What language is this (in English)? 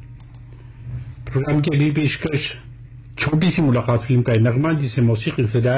Urdu